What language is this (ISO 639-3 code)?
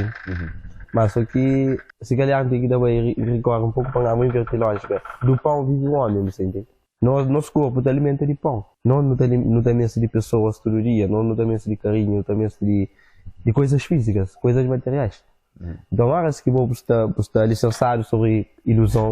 kea